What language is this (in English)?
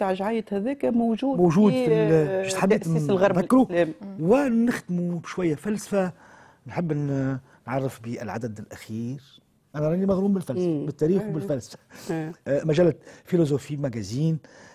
Tunisian Arabic